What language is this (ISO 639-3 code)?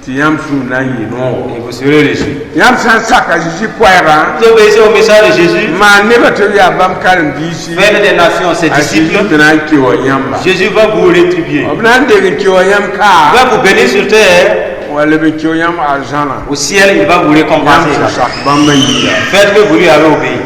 mos